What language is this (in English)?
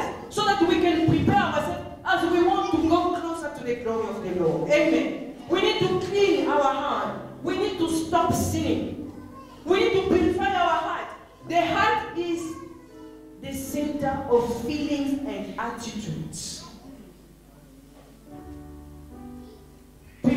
English